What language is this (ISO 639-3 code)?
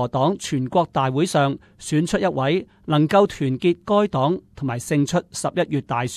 yue